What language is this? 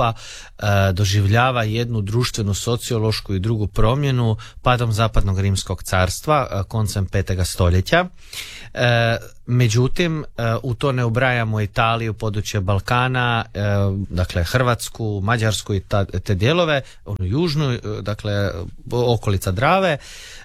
Croatian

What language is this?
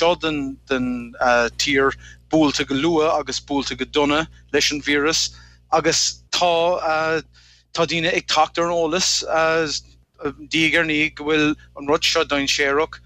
Irish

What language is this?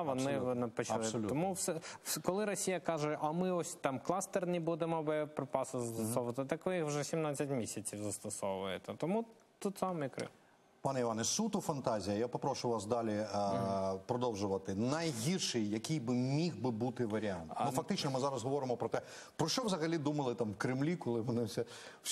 Ukrainian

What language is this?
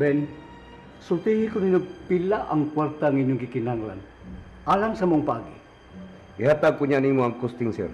Cebuano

